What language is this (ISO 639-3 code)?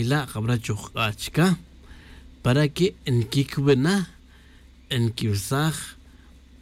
tzj